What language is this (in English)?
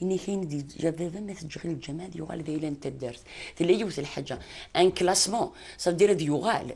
Kabyle